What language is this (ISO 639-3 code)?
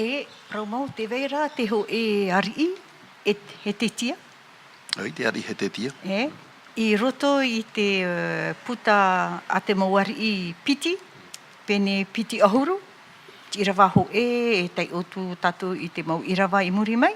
tah